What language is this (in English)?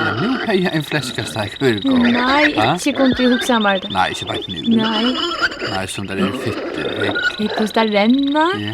Faroese